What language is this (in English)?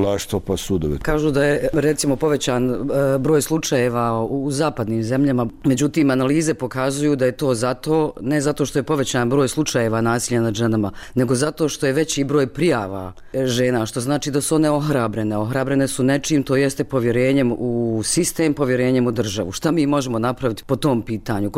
Bosnian